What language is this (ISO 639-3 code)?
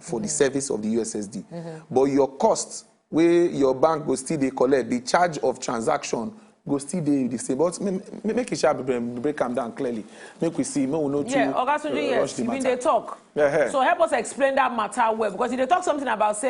pcm